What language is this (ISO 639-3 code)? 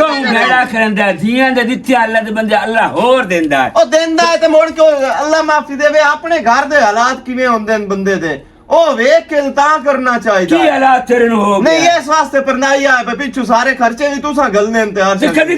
lah